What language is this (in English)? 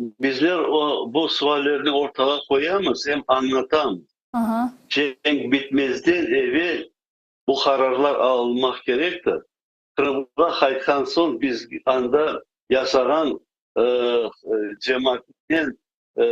Crimean Tatar